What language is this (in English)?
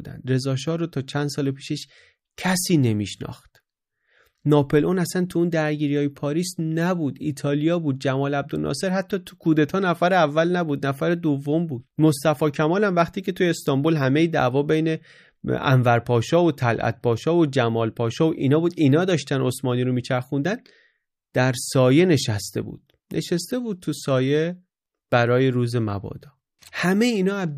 Persian